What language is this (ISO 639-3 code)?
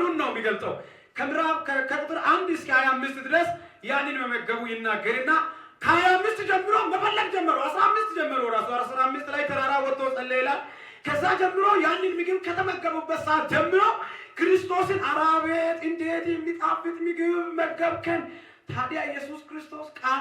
amh